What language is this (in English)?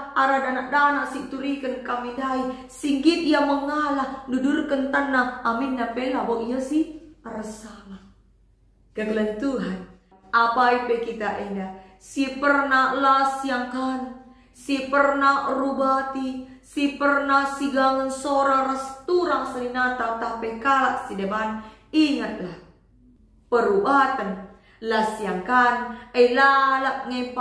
Batak Karo